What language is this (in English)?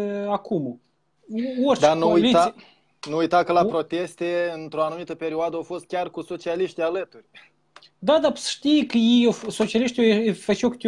Romanian